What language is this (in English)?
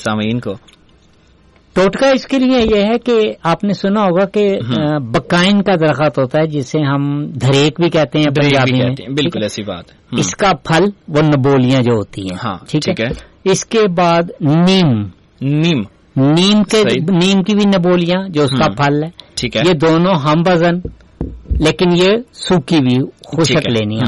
Urdu